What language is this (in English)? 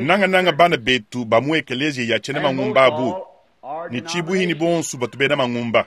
Luba-Lulua